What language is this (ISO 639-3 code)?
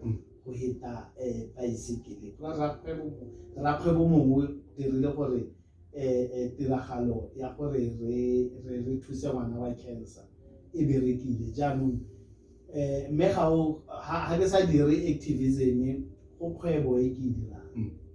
tsn